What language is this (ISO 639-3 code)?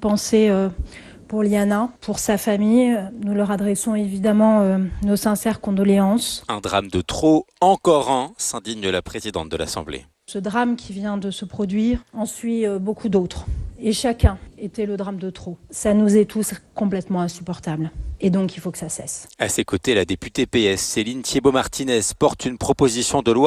fra